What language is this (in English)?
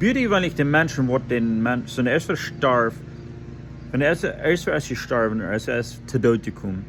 Plautdietsch